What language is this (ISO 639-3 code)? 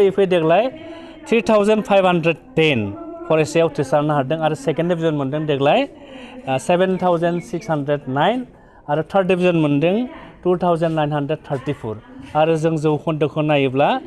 brx